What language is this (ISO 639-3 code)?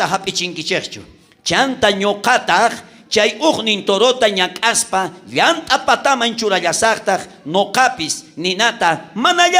quh